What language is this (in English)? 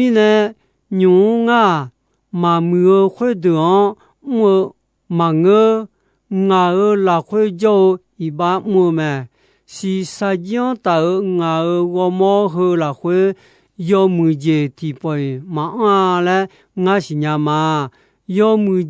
Akha